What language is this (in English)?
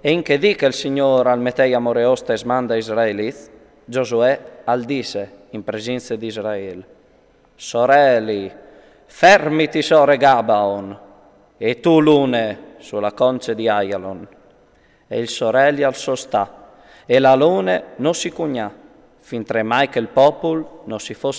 Friulian